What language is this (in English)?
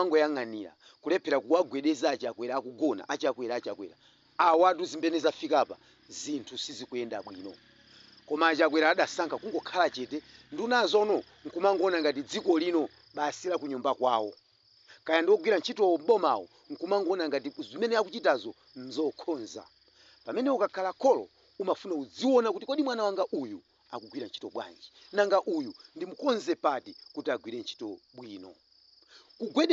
Nyanja